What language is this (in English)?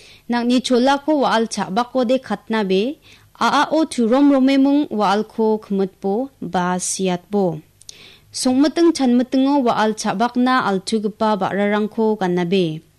Garo